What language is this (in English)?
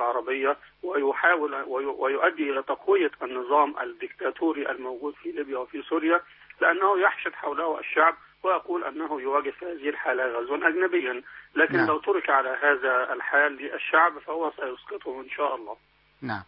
Arabic